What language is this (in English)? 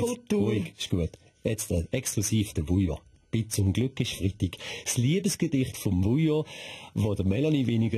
Swiss German